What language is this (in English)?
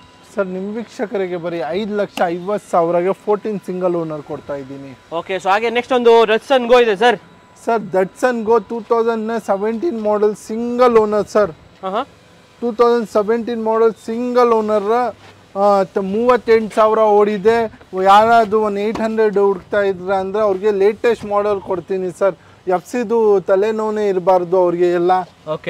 Kannada